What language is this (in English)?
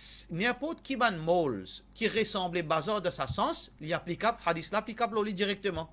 Morisyen